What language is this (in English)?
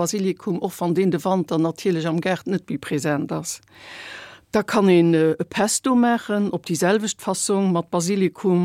Luxembourgish